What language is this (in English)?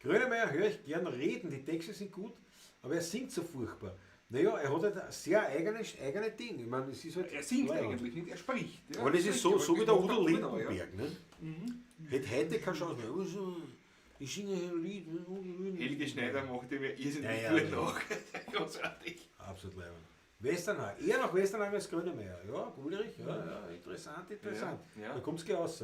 Bavarian